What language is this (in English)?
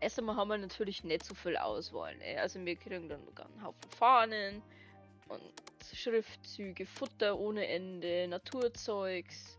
Bavarian